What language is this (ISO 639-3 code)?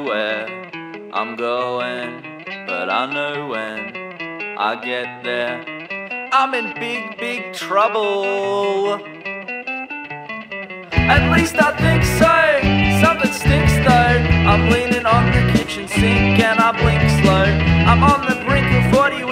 eng